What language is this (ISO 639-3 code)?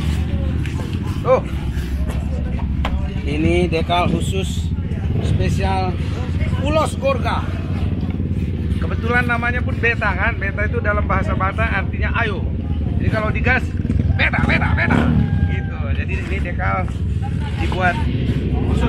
ind